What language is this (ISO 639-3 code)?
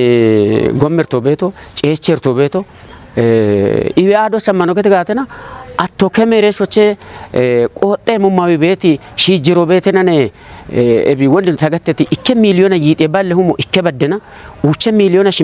kbr